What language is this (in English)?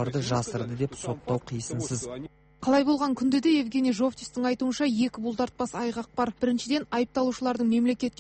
Kazakh